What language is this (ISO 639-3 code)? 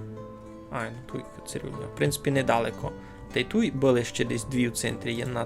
rue